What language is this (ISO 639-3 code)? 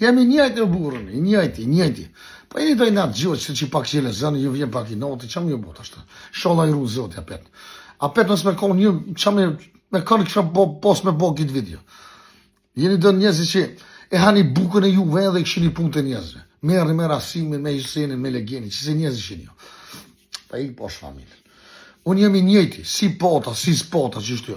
sqi